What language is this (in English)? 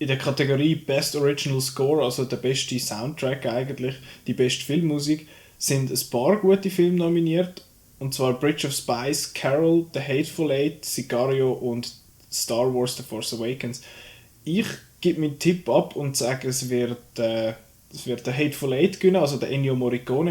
Swiss German